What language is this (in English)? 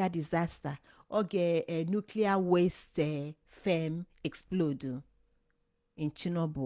Igbo